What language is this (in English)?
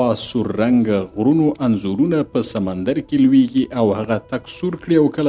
Pashto